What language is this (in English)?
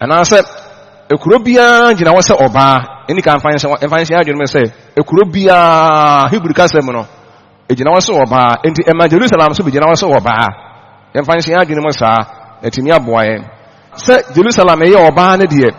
Akan